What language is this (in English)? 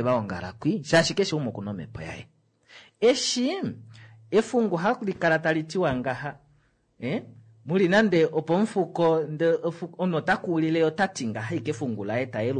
Kuanyama